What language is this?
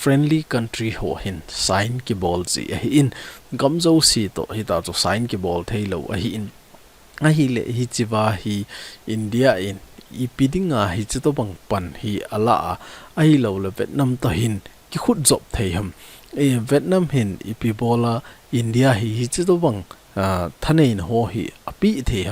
Thado Chin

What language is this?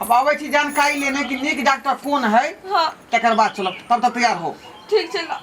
Maithili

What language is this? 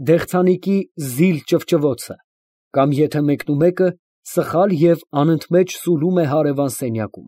Armenian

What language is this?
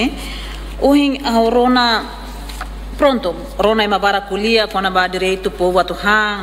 Tetum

